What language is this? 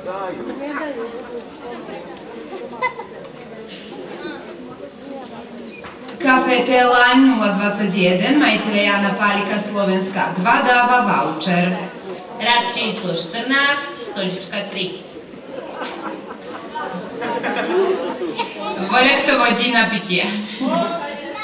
Slovak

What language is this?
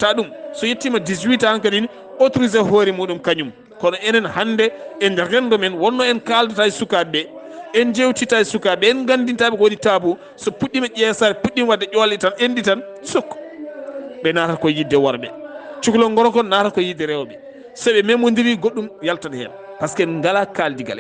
Fula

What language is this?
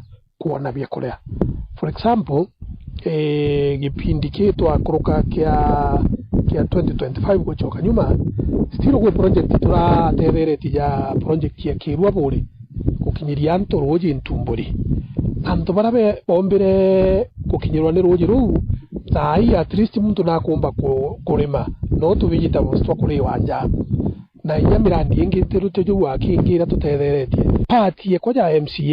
Meru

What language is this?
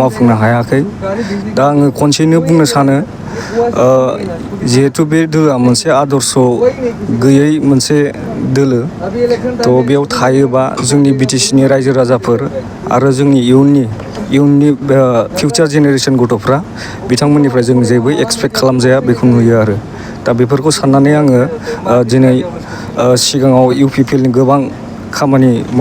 Bodo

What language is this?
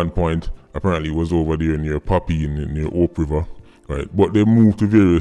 Jamaican Creole English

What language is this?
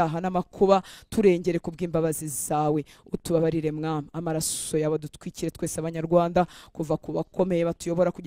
Kinyarwanda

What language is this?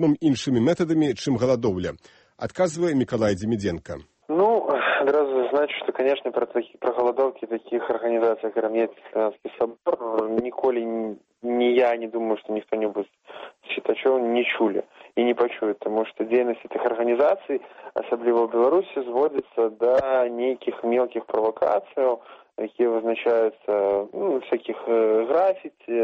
Belarusian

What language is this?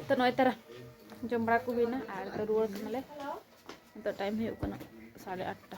Santali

